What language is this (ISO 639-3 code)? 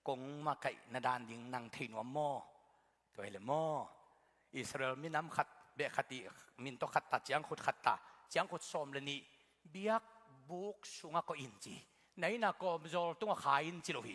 ctd